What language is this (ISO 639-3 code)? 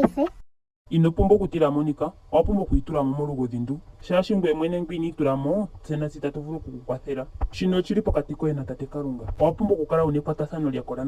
ndo